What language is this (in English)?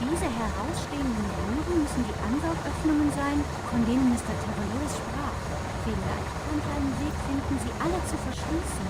Bavarian